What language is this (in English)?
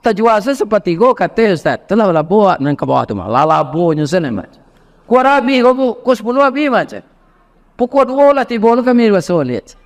Minangkabau